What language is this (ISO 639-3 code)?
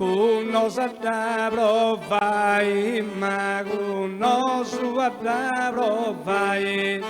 srd